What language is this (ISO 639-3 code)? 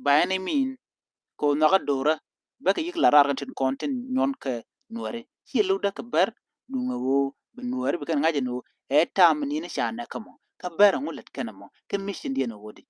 nus